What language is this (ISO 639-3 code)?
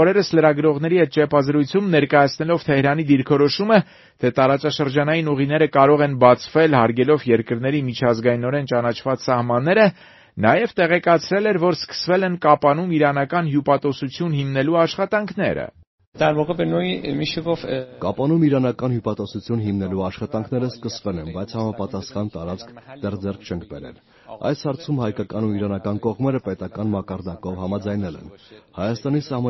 hye